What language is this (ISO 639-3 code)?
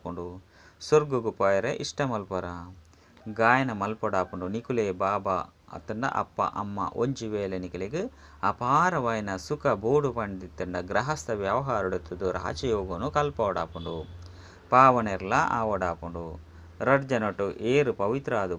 tcy